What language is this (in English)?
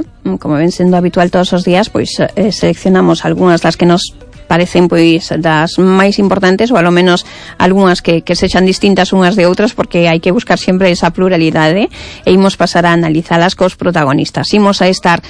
Galician